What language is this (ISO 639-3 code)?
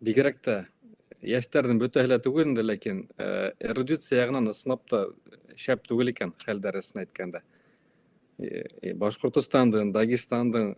bak